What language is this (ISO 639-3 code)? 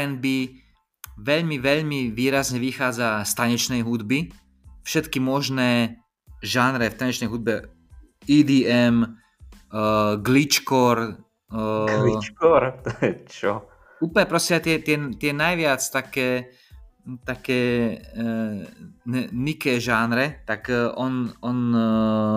slk